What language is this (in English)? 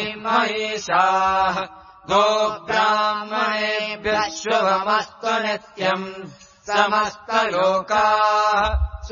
Sanskrit